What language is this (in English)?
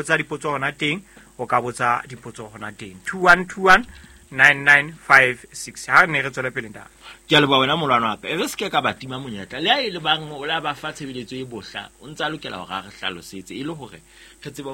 Southern Sotho